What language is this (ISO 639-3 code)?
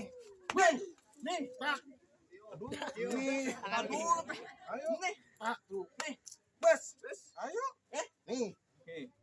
bew